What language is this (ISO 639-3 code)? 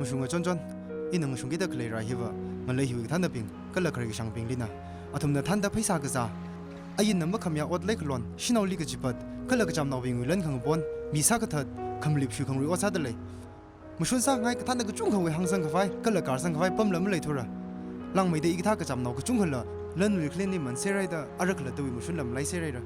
nmf